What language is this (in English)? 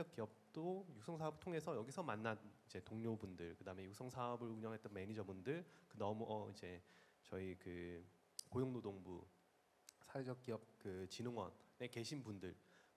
Korean